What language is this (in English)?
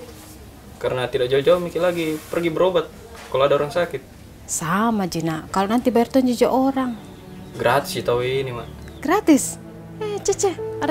Makassar Malay